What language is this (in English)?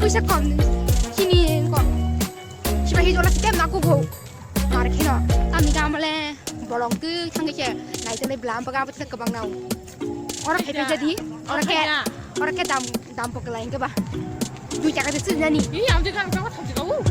Kok Borok